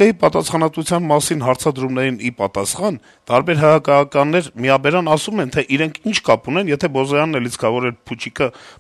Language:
Armenian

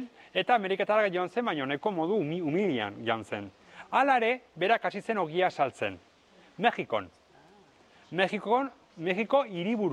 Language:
Basque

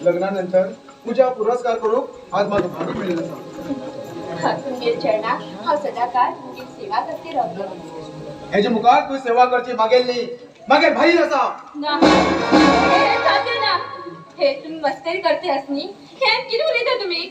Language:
Konkani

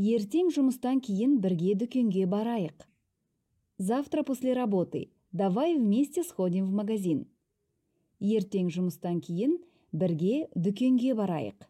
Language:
Kazakh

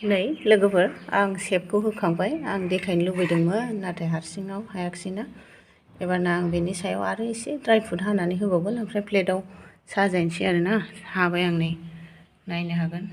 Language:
Bodo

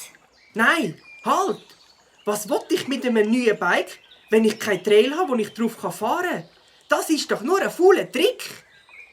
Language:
Swiss German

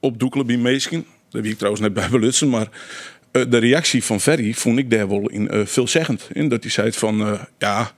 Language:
Western Frisian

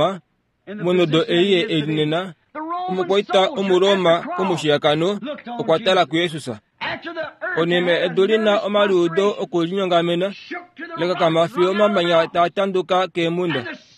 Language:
Kuanyama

